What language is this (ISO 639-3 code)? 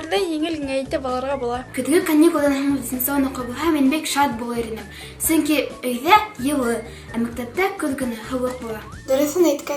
bak